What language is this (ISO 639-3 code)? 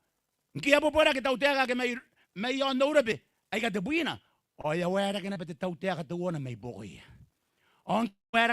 gil